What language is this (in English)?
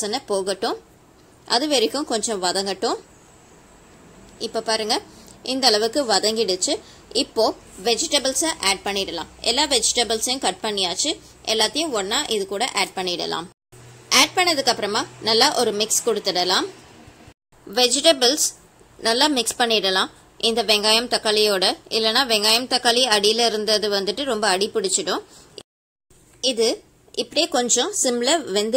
Tamil